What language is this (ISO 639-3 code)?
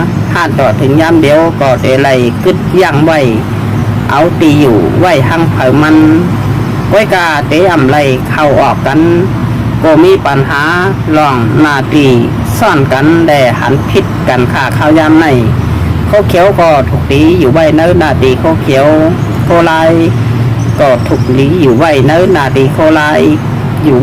shn